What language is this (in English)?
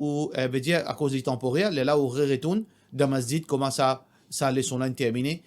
Morisyen